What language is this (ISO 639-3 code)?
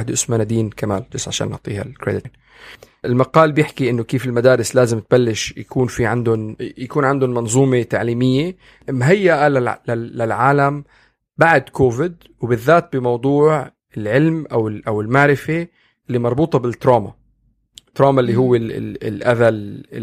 apc